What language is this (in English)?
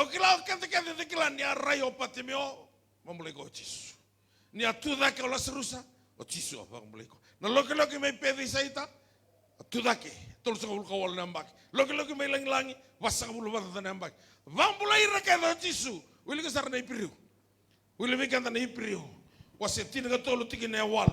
Fijian